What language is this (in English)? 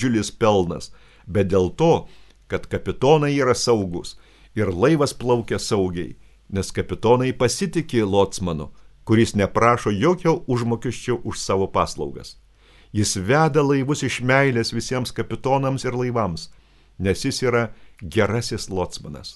Lithuanian